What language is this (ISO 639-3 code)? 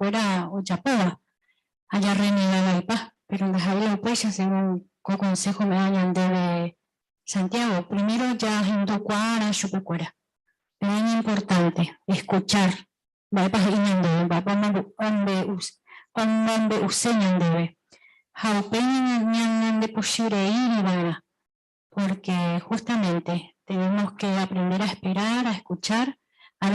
grn